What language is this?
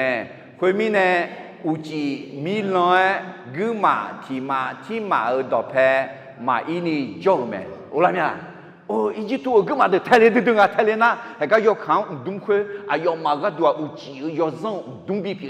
Akha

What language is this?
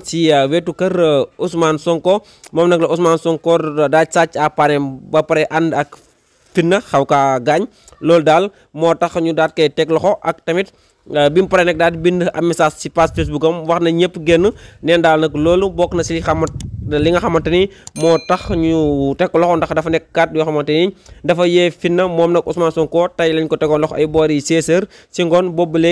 Wolof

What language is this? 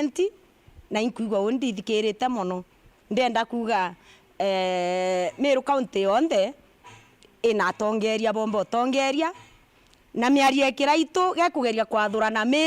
Meru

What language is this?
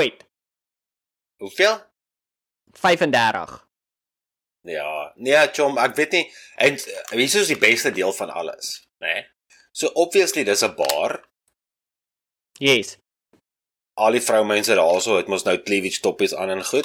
Afrikaans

